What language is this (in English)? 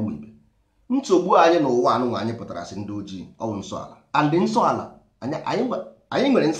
Igbo